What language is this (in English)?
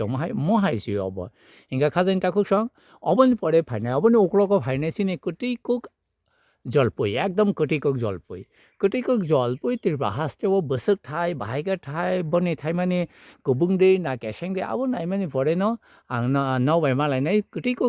Kok Borok